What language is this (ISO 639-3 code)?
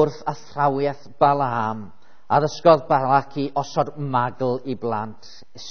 cym